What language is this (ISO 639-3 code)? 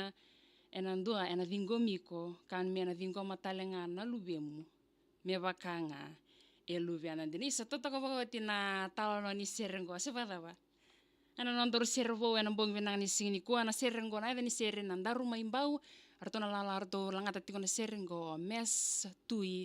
fij